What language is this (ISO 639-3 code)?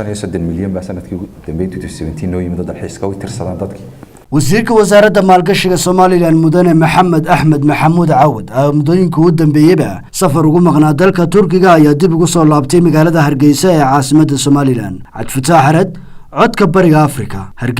som